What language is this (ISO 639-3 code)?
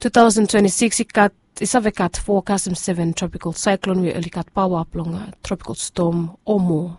bis